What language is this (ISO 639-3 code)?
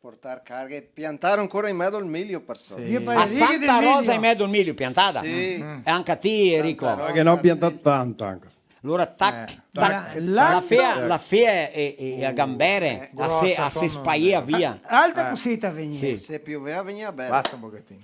vec